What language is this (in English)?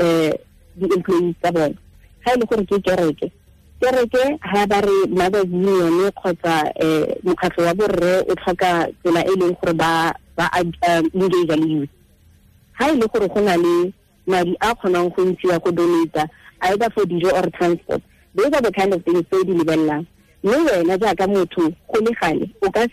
Tswana